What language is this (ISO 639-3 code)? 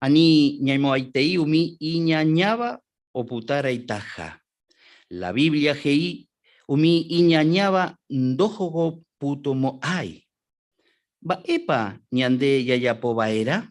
grn